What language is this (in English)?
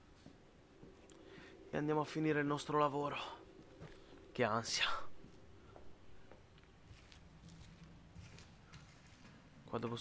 Italian